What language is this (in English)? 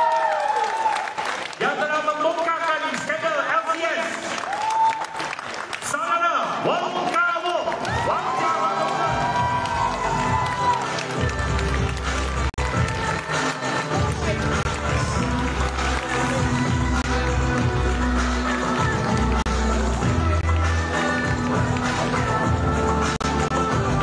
Malay